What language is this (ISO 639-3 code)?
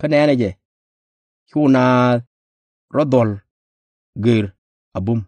nus